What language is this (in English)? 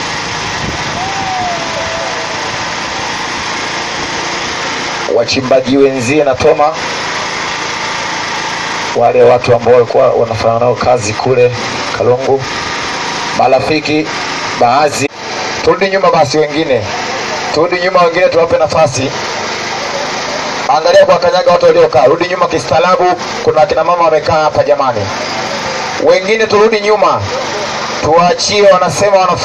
Swahili